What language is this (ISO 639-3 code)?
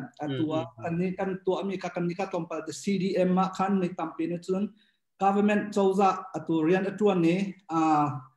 cnh